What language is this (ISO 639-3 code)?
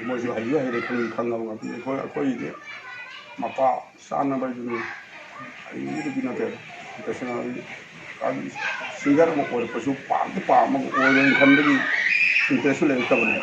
mni